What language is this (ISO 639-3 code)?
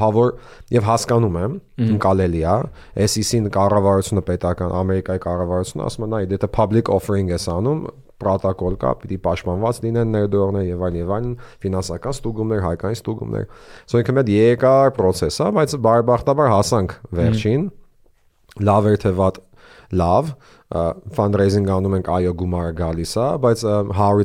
hye